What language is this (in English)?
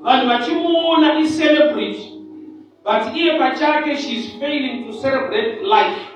Shona